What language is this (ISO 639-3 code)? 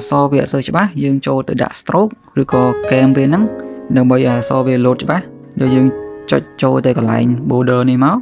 khm